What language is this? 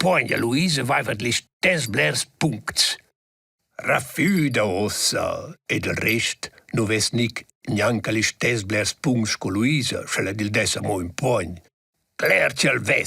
Romansh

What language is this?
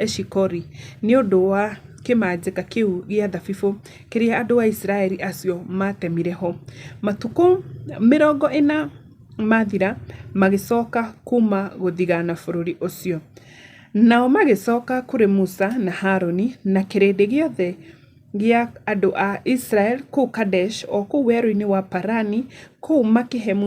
Kikuyu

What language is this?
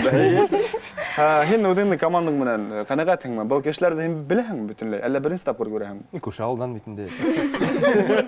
Bashkir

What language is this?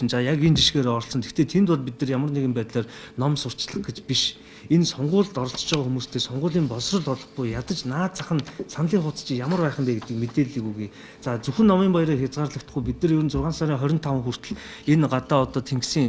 Mongolian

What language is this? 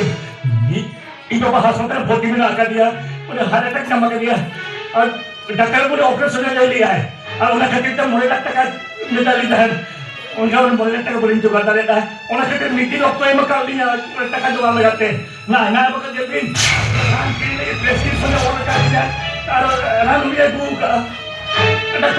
Santali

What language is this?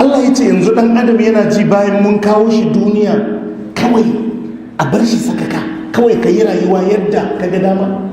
Hausa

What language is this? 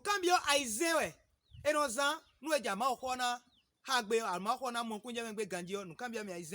Fon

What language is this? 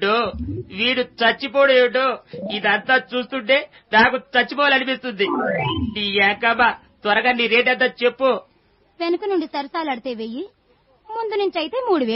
Telugu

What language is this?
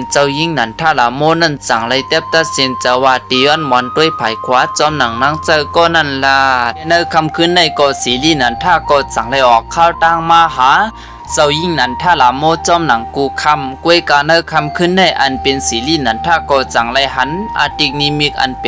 Shan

